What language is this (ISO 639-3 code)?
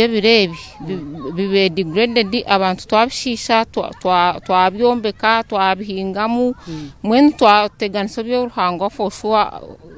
nyn